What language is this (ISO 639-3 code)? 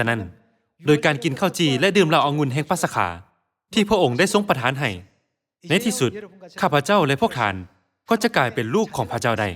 lao